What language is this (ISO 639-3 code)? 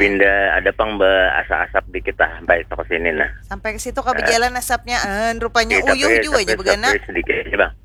bjn